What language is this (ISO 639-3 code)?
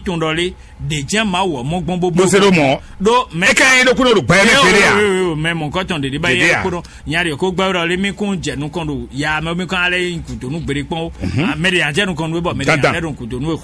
fon